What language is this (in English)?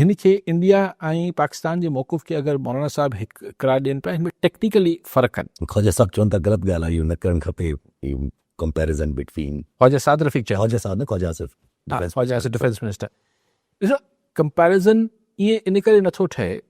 Sindhi